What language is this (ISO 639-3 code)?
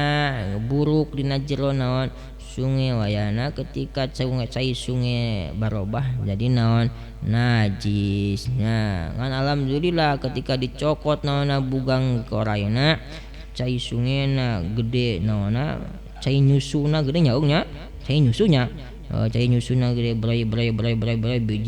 sun